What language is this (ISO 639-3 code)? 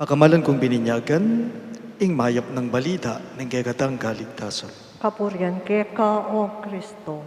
pam